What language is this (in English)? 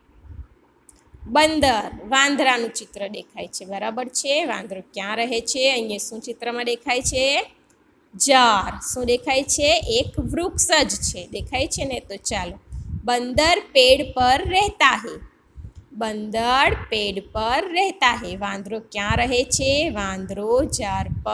Gujarati